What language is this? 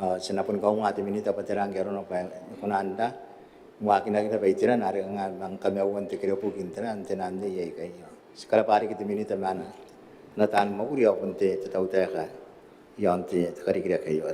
Gilbertese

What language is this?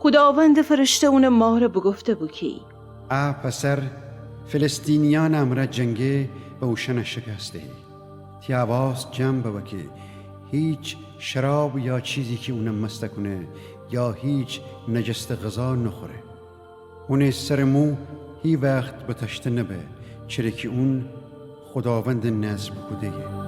Gilaki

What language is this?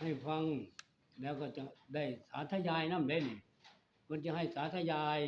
Northeastern Thai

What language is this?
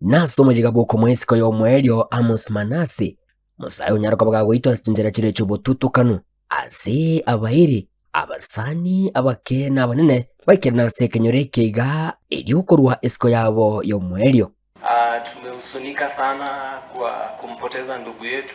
Gusii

